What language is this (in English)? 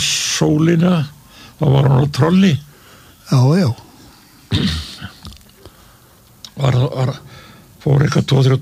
Icelandic